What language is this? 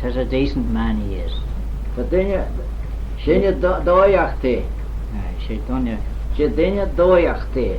Manx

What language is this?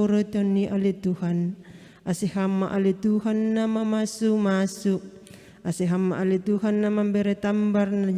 Batak Simalungun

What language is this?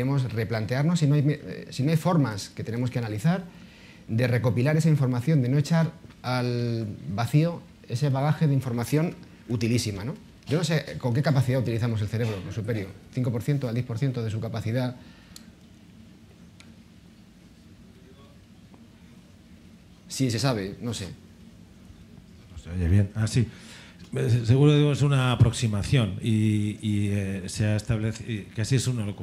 Spanish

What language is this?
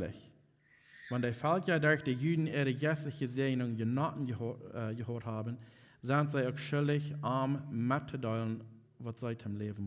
Plautdietsch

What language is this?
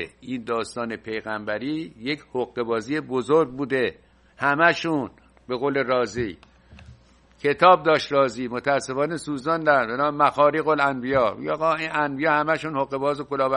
Persian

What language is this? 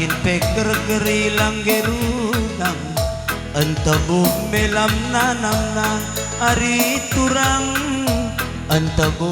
Batak Karo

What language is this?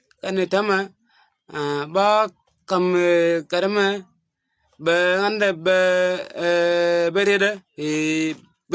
Nuer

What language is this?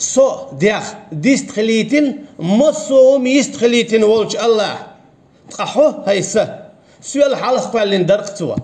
Chechen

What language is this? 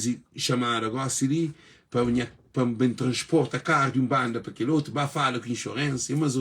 Kabuverdianu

